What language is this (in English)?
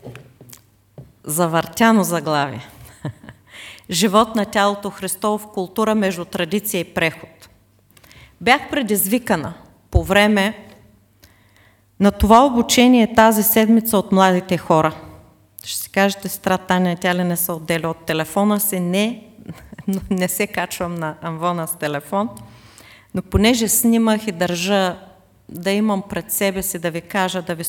Bulgarian